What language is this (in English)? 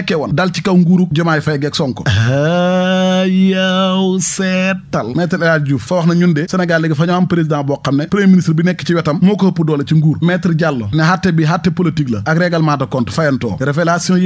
Wolof